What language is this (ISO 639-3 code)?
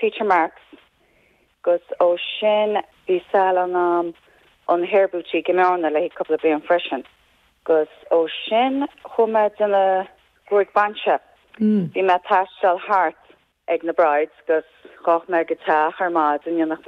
gle